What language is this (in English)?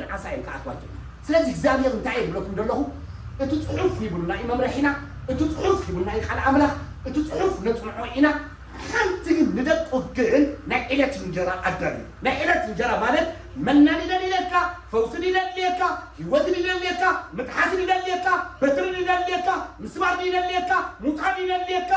Tigrinya